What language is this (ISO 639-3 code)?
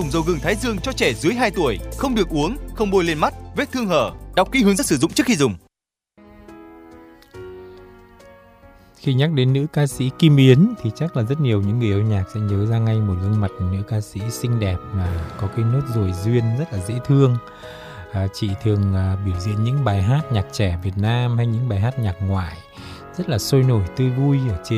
vie